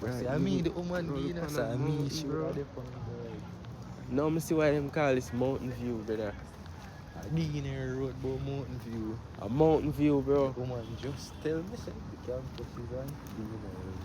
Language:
Jamaican Creole English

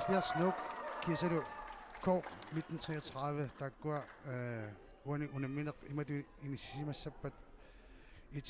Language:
Kalaallisut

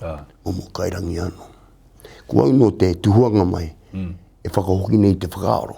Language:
Māori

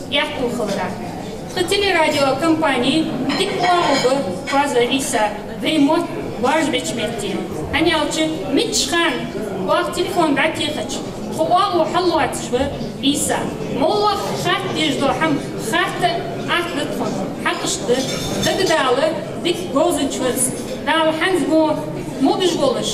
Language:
Ingush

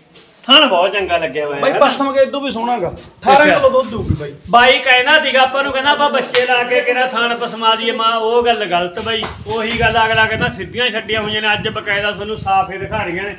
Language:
Punjabi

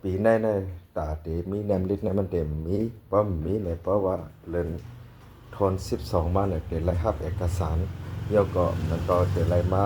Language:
Shan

